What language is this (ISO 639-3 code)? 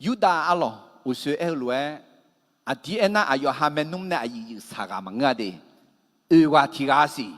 ahk